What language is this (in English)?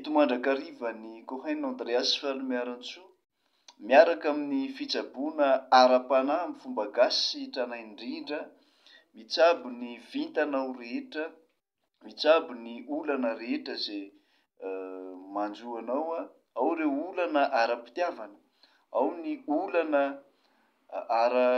Malagasy